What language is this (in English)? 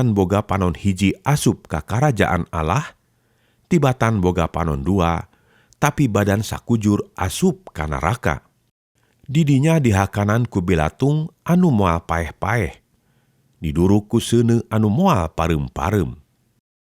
Sundanese